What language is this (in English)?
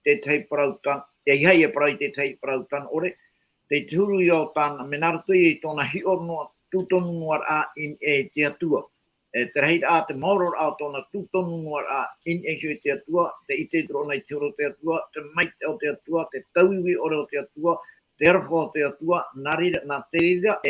Tahitian